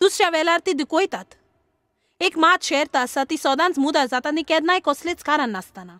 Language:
Konkani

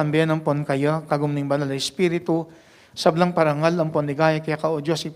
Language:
Pampanga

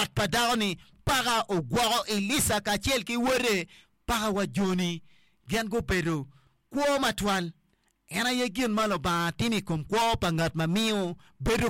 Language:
Acoli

